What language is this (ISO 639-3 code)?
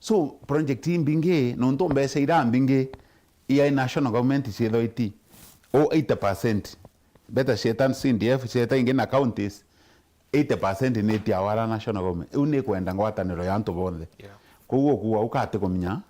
mer